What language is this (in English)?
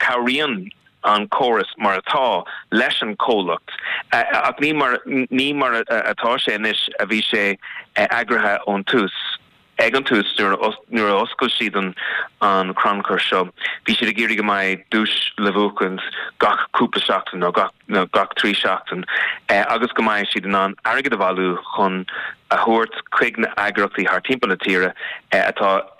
Irish